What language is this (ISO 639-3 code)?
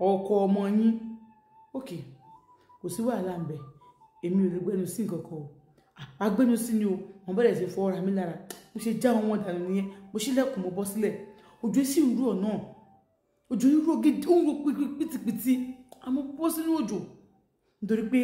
yor